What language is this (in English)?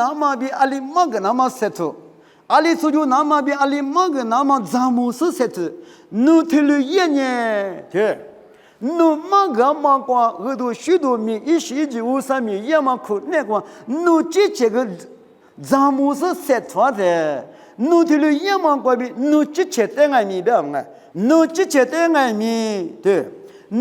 Lisu